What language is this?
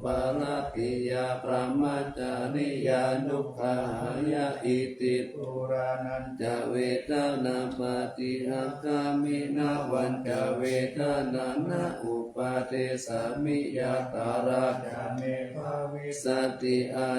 Pali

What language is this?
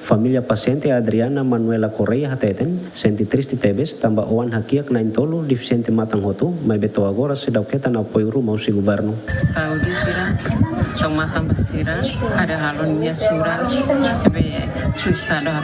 Tetum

